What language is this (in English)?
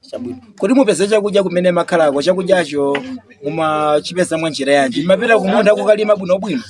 Nyanja